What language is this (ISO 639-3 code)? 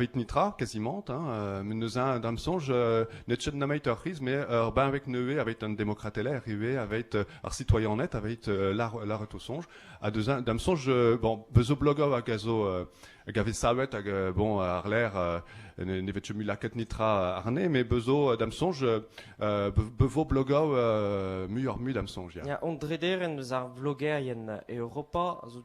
bre